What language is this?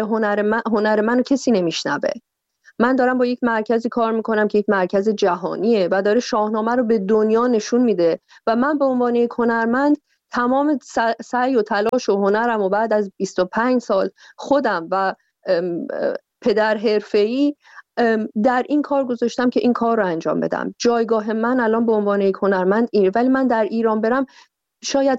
Persian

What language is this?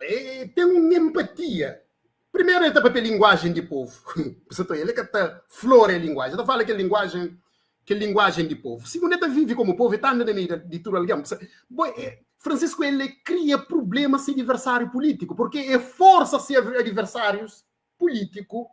Kabuverdianu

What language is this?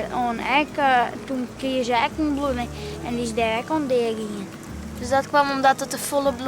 Western Frisian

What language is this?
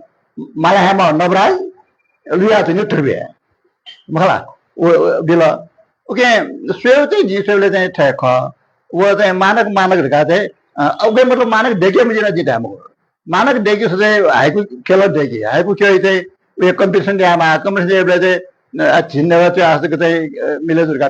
Newari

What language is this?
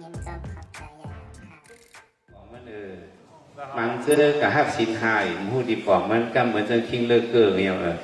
Shan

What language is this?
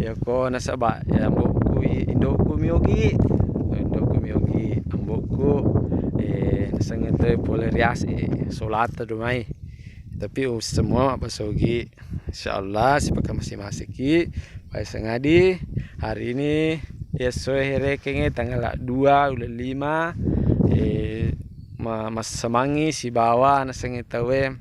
Buginese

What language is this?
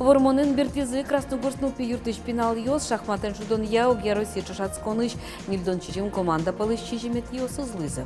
Udmurt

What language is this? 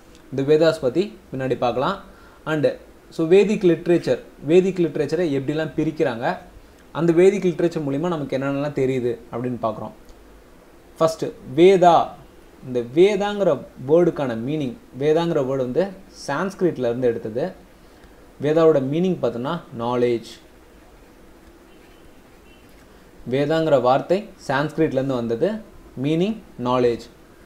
Tamil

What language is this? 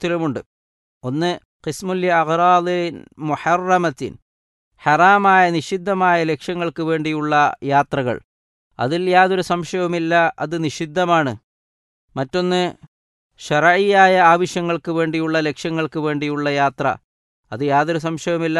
Malayalam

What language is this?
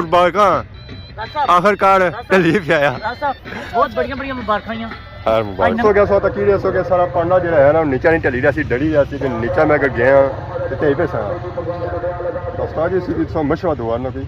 Pahari-Potwari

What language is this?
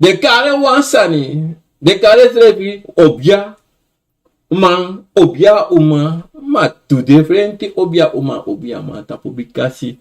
Sranan Tongo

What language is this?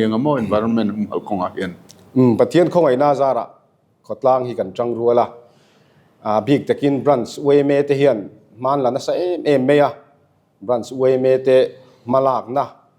Mizo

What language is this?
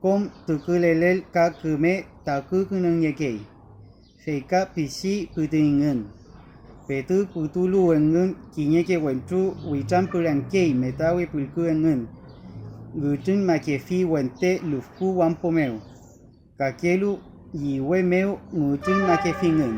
Mapuche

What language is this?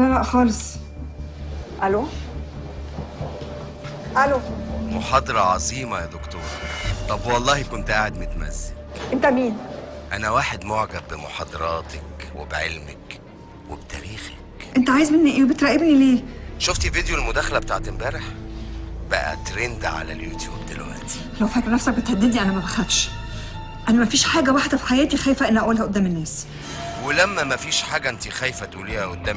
Egyptian Arabic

